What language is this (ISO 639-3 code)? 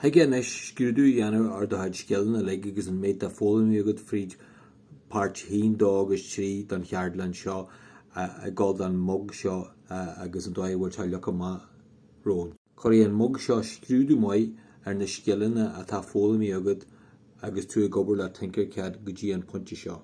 gle